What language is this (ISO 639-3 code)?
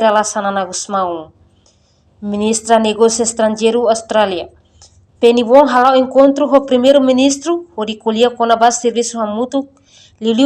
tet